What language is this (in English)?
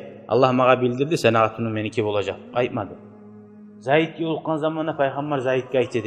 Kumyk